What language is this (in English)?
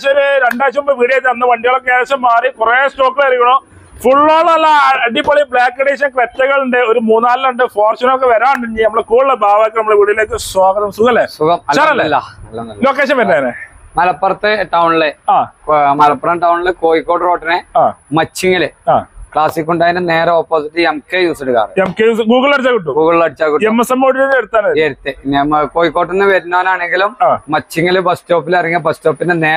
Malayalam